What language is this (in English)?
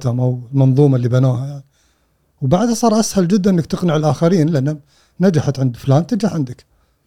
Gulf Arabic